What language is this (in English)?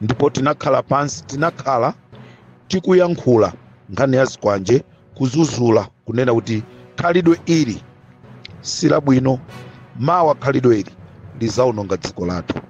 Nyanja